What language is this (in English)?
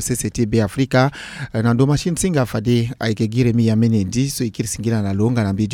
Sango